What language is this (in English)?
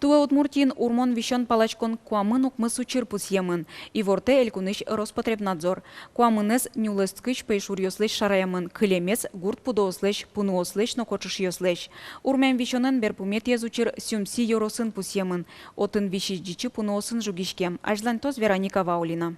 Udmurt